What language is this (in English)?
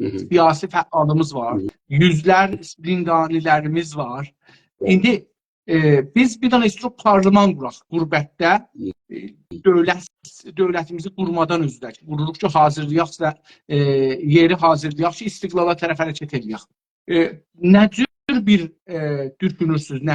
South Azerbaijani